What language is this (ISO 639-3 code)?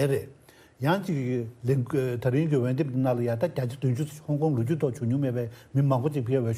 bod